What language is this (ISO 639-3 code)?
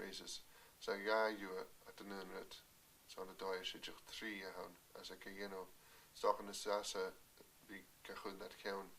gla